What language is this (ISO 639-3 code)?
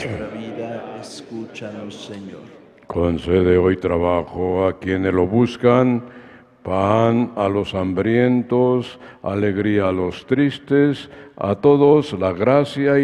spa